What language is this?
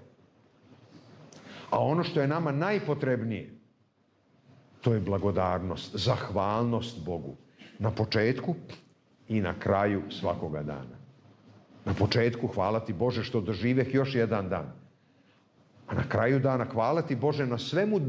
Serbian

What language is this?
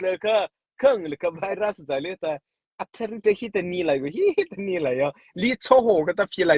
Mara Chin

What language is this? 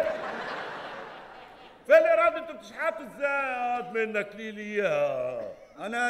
Egyptian Arabic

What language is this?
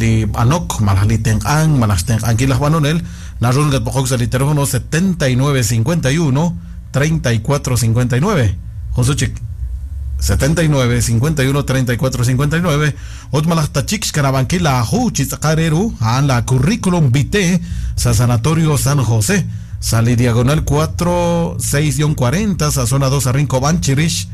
Kekchí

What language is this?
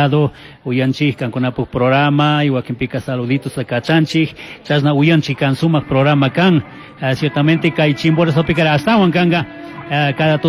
Chimborazo Highland Quichua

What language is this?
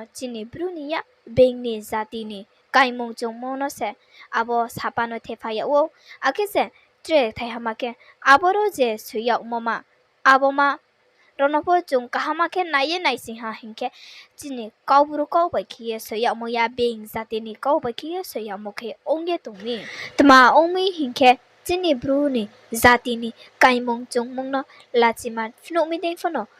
Riang (India)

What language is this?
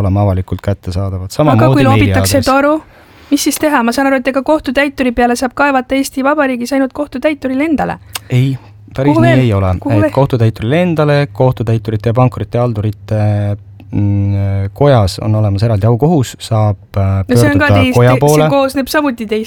Estonian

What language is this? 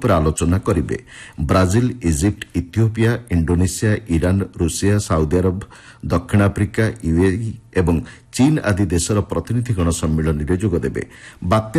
Odia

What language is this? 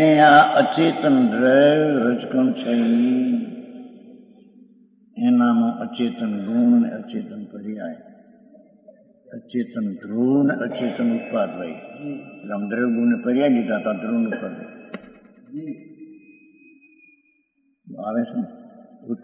Gujarati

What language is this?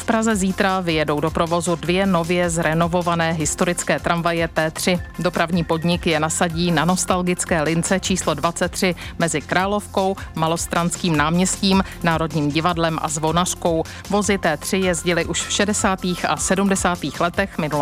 Czech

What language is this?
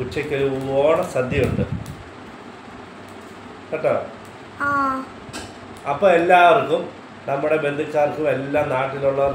Malayalam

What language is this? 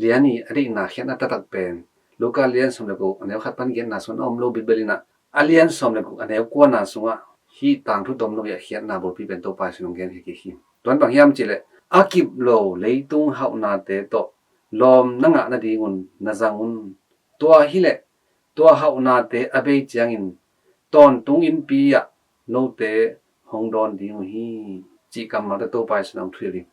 Tedim Chin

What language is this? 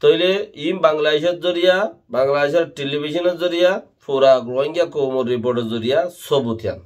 Rohingya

